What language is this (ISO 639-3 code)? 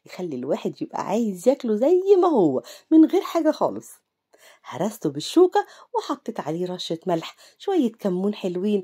arz